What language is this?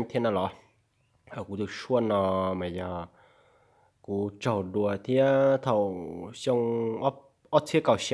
Hmong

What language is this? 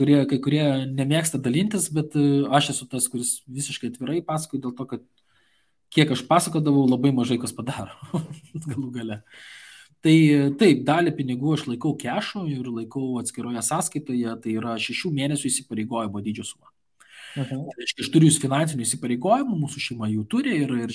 Lithuanian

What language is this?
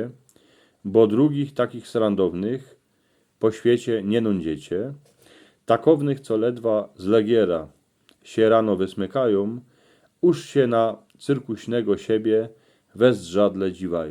Silesian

